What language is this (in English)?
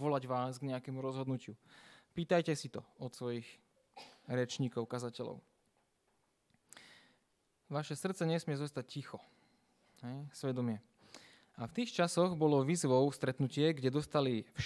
Slovak